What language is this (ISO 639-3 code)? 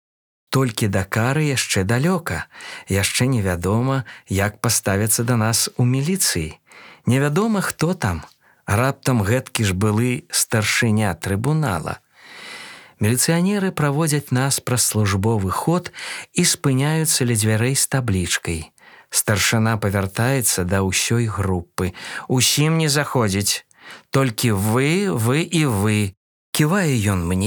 bel